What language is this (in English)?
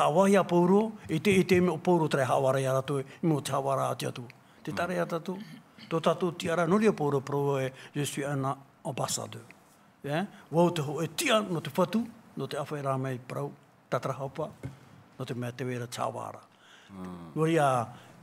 Tahitian